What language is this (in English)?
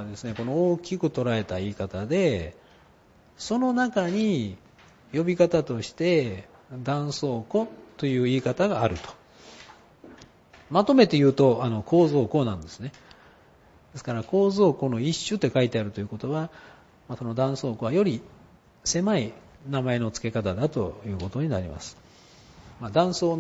Japanese